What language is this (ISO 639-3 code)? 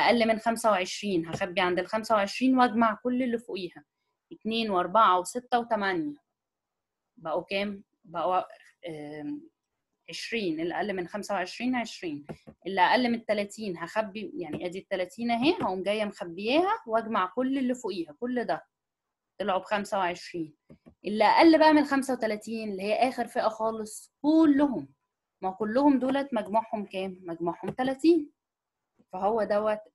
arz